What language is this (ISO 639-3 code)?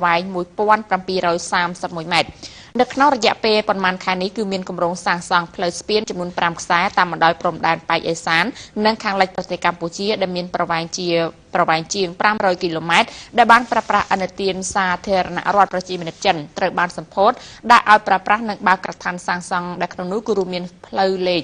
khm